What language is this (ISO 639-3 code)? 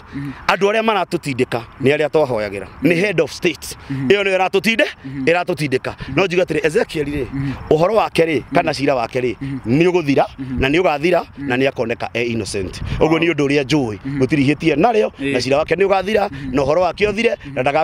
kik